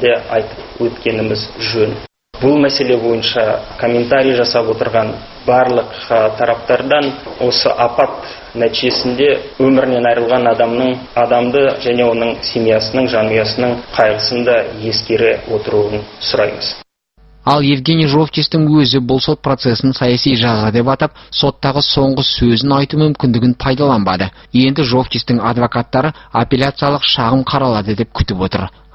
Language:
Kazakh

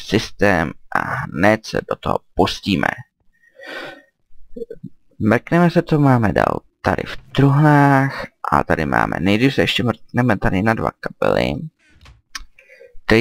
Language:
Czech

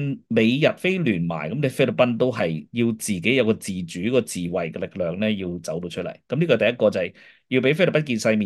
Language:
Cantonese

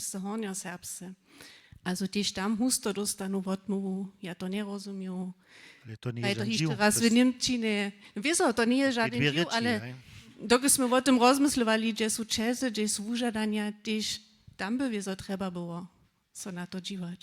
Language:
Upper Sorbian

